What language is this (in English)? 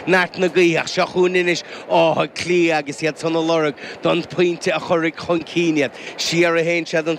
Irish